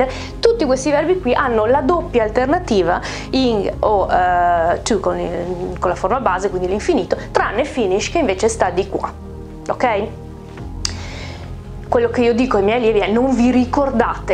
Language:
Italian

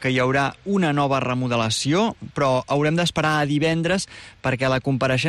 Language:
Catalan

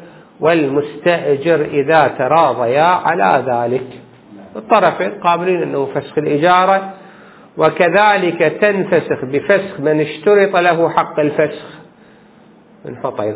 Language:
Arabic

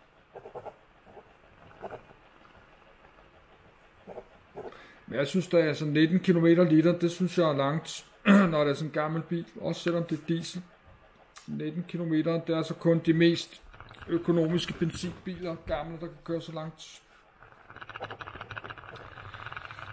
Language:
Danish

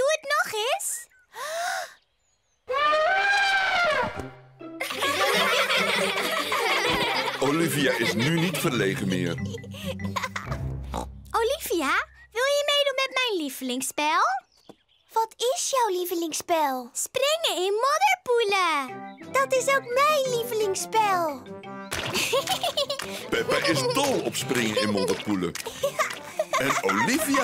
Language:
Dutch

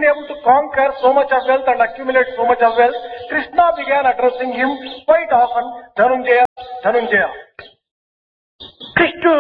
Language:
Telugu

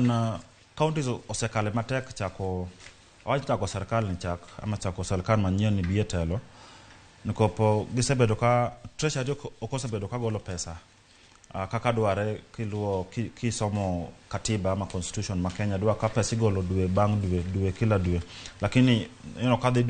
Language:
Luo (Kenya and Tanzania)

